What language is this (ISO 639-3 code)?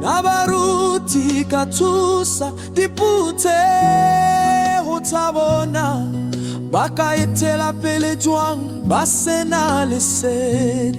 sot